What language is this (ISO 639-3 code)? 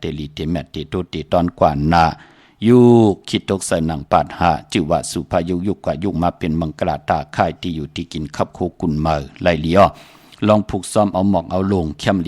shn